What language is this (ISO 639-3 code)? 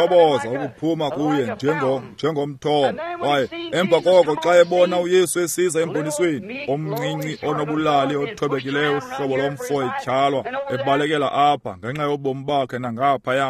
xho